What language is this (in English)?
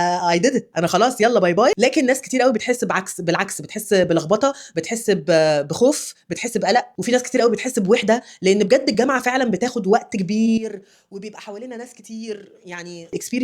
Egyptian Arabic